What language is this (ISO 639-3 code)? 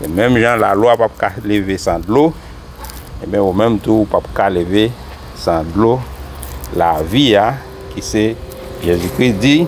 hat